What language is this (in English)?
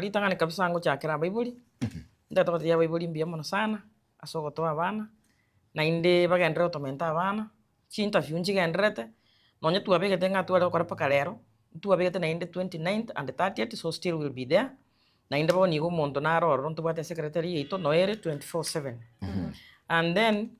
Gusii